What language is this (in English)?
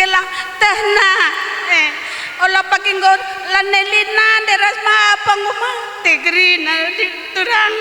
Batak Karo